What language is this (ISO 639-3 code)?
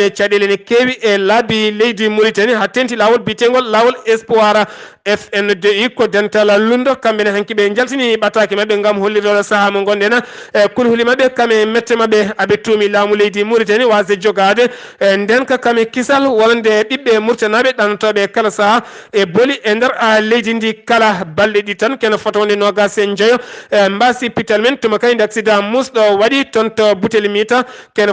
ful